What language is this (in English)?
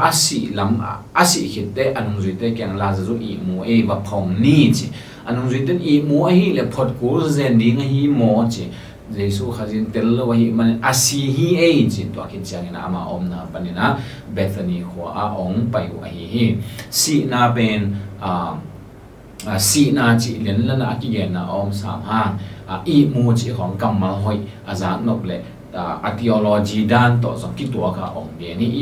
Tedim Chin